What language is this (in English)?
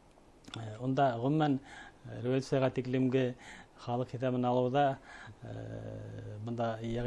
Bashkir